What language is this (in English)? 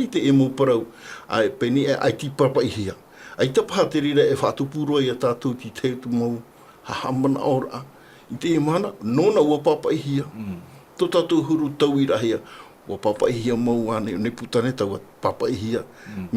Tahitian